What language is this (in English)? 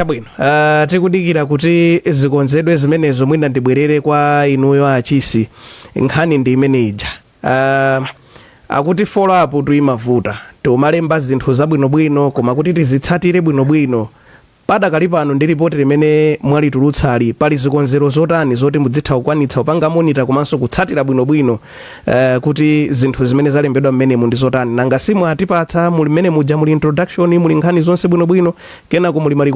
Nyanja